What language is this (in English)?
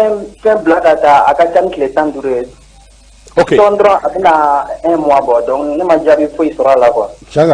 Bambara